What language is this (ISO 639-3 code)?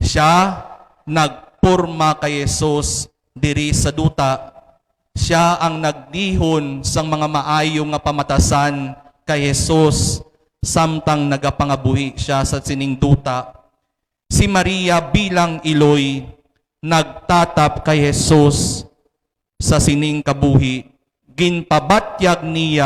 hil